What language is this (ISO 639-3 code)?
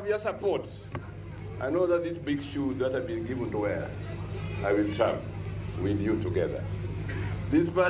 luo